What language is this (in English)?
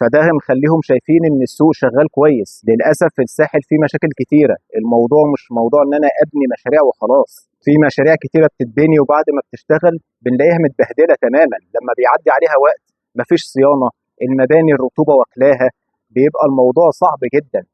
Egyptian Arabic